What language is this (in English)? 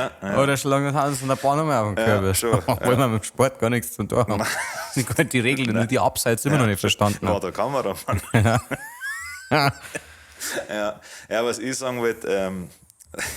Bavarian